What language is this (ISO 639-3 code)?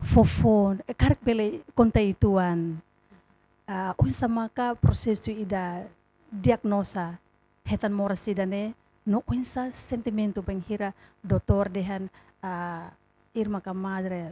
tet